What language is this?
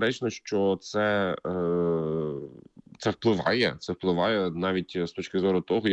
Ukrainian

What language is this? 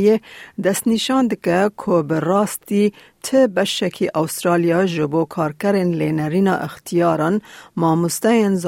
Kurdish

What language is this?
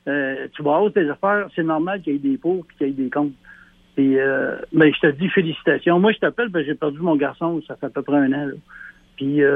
French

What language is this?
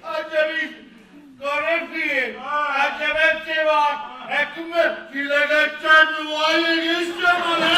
Neapolitan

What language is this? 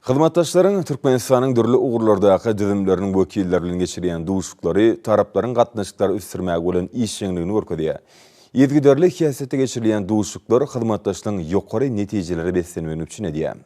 Turkmen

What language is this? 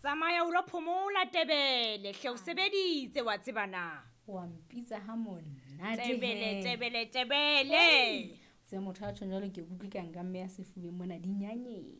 Southern Sotho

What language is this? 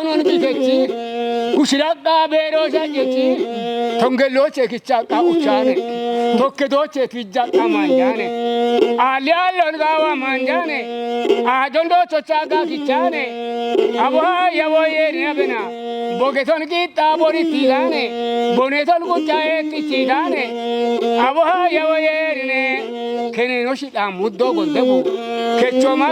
Kafa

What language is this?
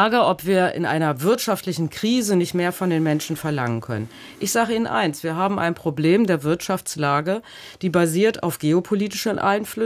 German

